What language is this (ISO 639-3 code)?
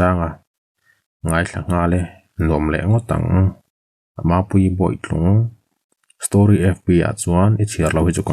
lus